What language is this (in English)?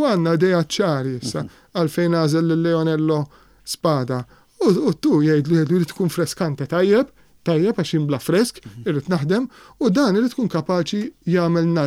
Maltese